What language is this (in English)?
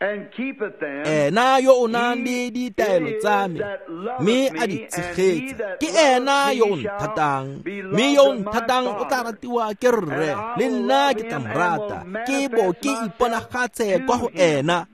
Tswana